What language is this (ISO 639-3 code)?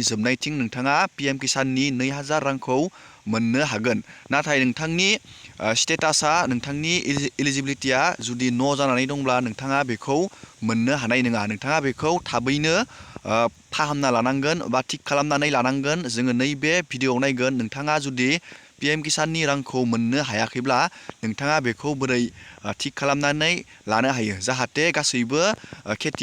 brx